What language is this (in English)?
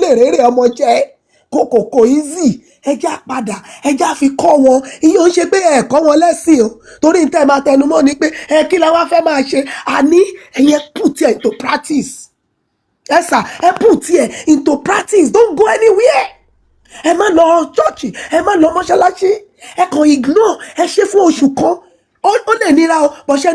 Yoruba